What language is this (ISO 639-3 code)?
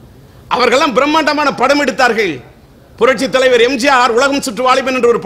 tam